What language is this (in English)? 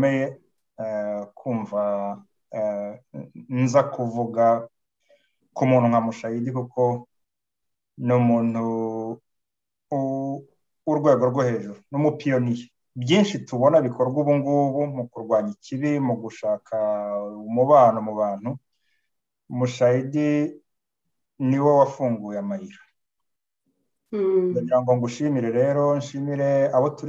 Kinyarwanda